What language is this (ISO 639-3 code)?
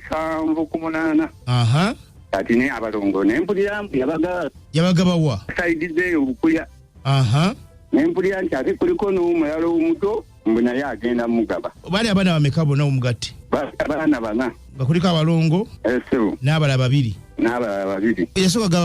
lug